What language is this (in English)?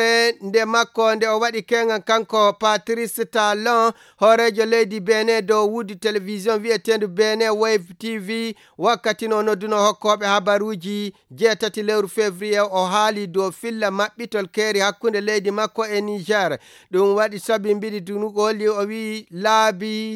Fula